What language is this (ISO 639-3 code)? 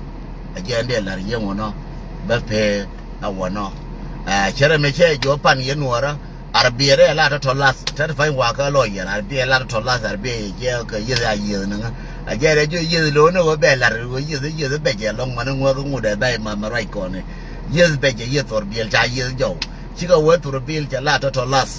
nus